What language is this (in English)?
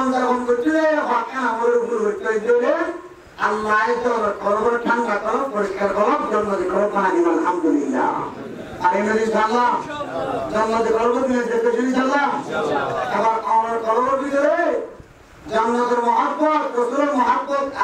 Rohingya